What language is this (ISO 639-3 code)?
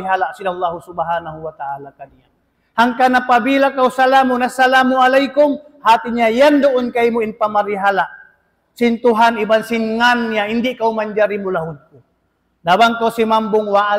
tsg